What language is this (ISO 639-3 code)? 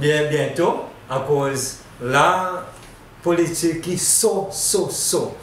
crs